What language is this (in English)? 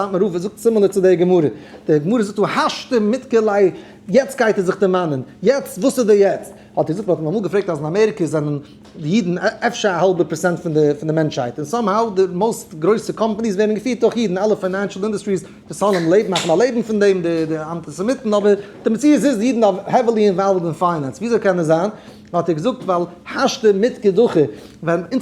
Yiddish